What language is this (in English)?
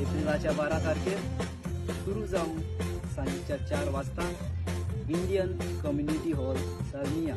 Konkani